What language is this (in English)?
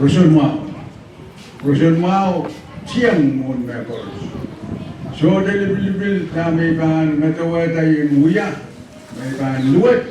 Pohnpeian